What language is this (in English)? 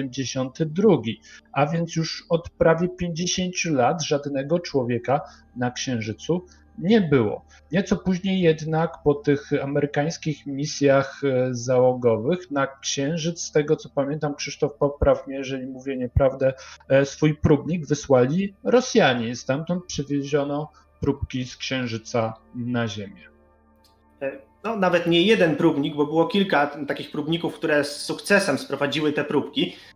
Polish